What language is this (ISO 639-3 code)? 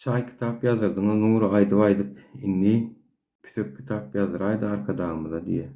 tuk